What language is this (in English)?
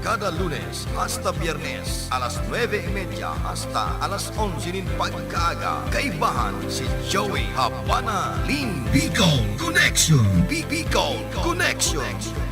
Bikol